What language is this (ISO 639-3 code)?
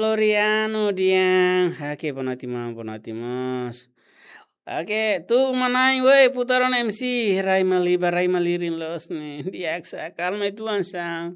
tet